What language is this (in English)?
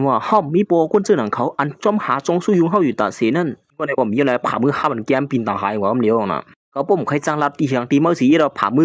Shan